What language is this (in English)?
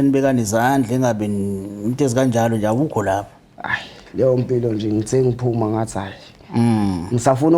Zulu